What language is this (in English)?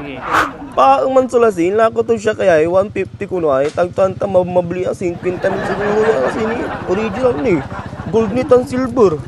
Pangasinan